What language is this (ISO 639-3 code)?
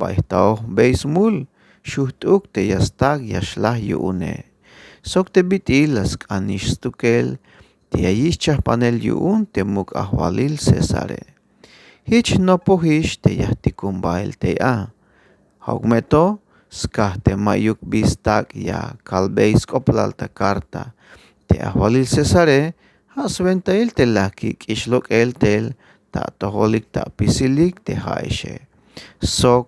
tzh